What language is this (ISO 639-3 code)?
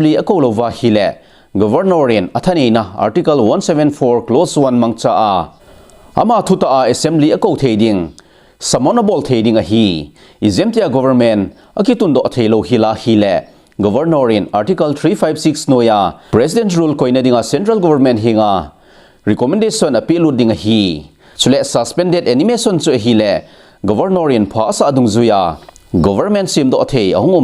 tcz